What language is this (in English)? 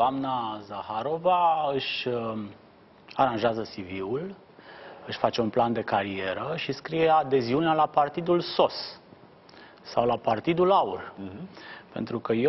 Romanian